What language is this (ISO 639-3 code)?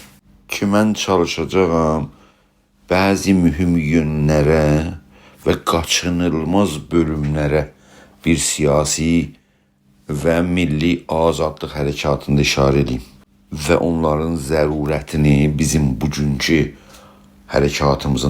azb